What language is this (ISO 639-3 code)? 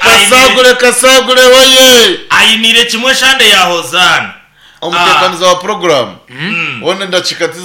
nyn